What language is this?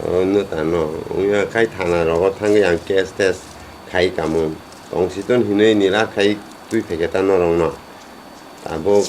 Kok Borok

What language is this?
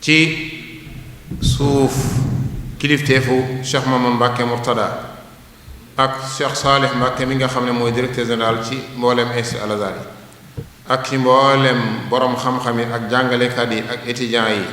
Wolof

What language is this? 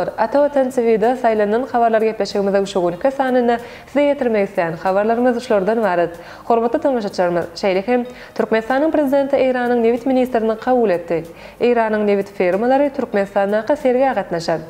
Turkmen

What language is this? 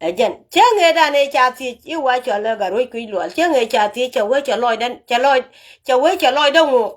Nuer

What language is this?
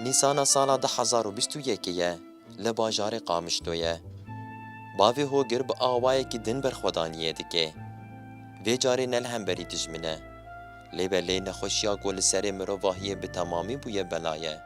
Kurdish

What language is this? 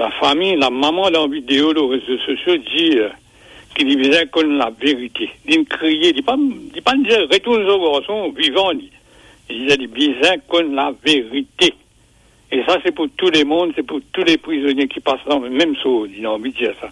Morisyen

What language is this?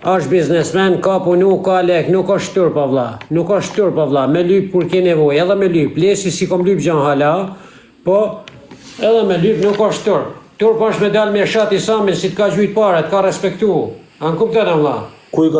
Albanian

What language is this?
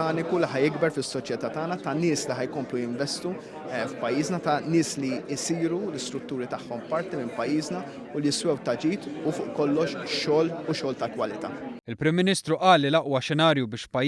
Maltese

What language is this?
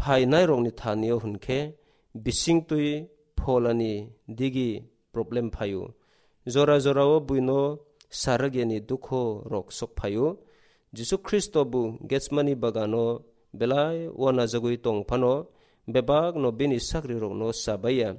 Kok Borok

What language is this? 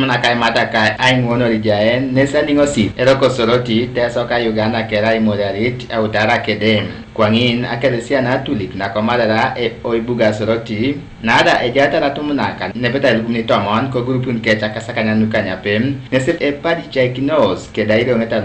Teso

